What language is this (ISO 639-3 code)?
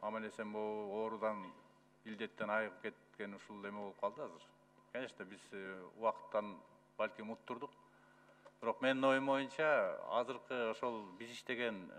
kir